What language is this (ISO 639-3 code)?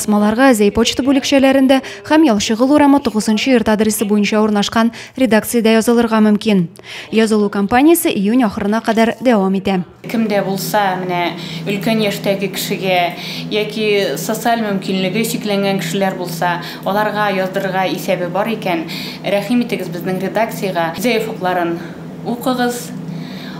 tat